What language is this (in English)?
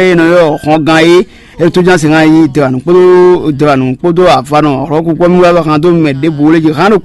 Fon